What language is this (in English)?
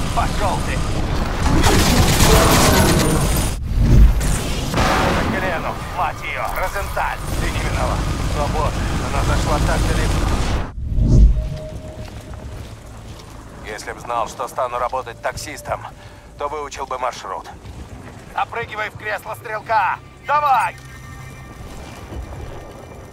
Russian